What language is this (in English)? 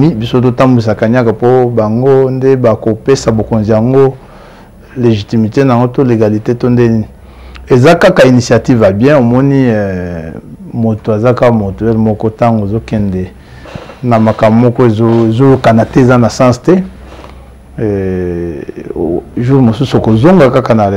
Lingala